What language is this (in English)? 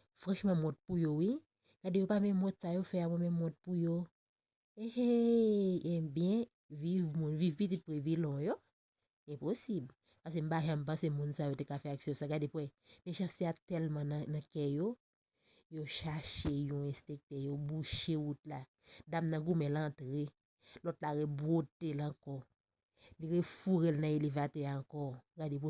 Haitian Creole